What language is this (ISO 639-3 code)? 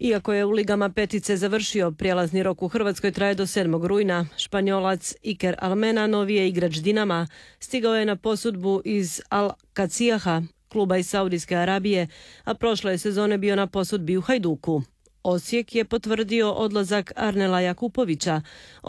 hrv